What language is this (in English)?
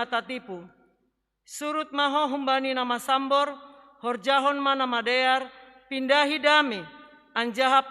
Batak Simalungun